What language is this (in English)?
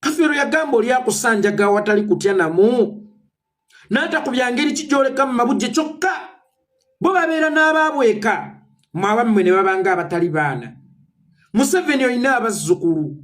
Ganda